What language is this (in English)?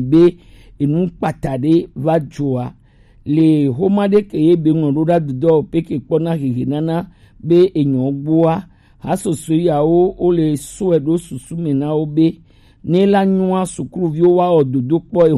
Gen